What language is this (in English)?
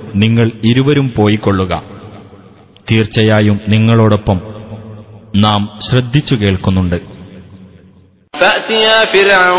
Malayalam